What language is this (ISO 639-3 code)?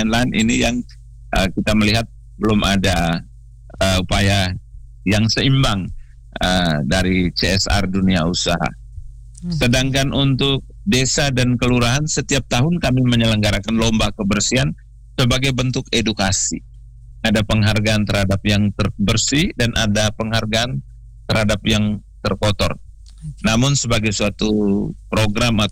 ind